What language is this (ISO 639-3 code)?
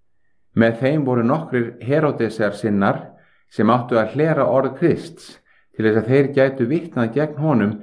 isl